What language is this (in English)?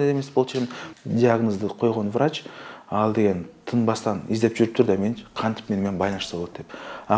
Kyrgyz